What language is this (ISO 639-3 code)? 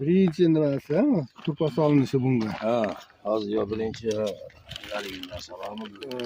uzb